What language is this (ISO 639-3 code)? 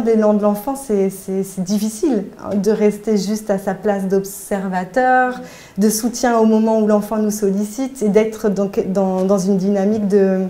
fra